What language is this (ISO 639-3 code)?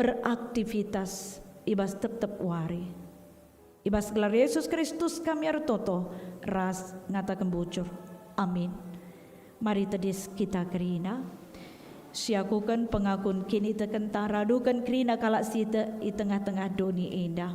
btx